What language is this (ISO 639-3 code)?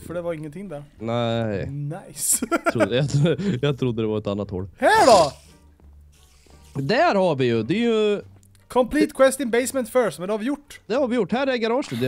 swe